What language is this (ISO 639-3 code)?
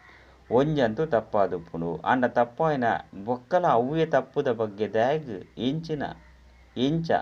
tcy